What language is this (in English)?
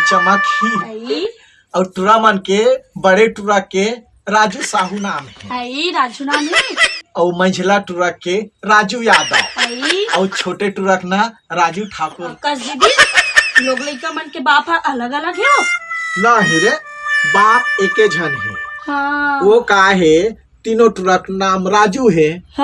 Chhattisgarhi